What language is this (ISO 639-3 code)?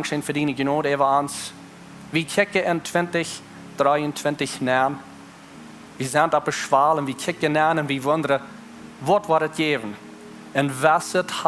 pdt